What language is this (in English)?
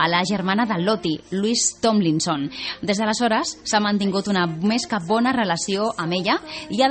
Catalan